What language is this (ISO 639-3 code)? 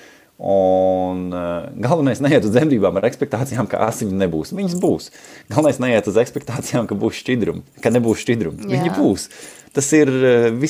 lav